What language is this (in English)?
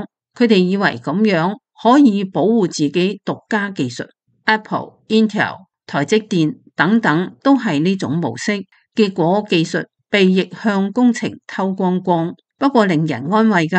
Cantonese